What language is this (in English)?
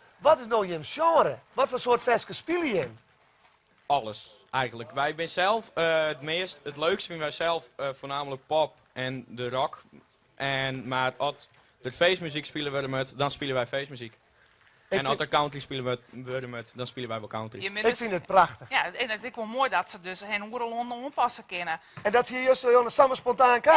Western Frisian